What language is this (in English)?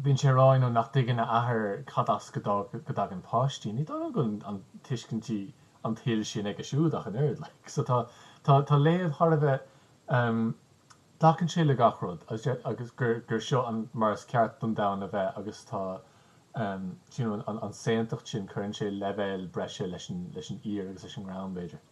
Irish